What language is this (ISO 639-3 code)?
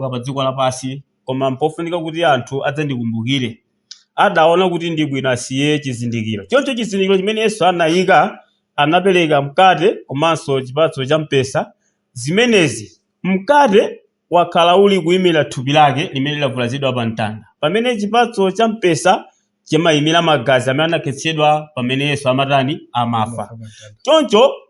nya